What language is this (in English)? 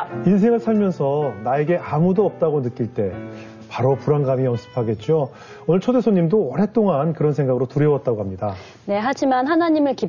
Korean